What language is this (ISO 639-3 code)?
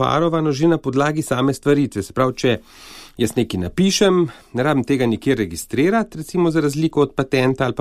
slv